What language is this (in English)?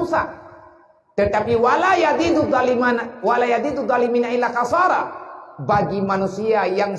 Achinese